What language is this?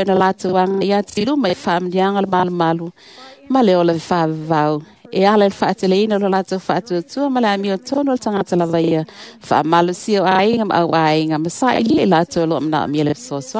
Samoan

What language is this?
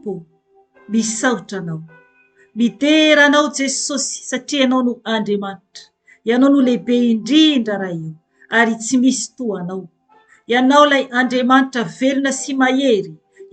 Malagasy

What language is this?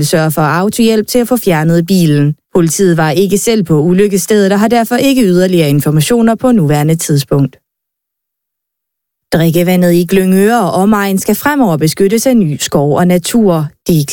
Danish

